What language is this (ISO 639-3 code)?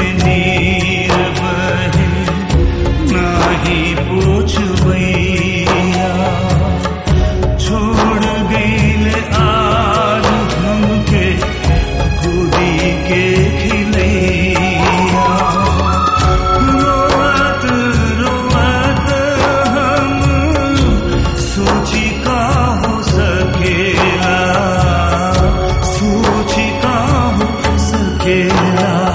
bho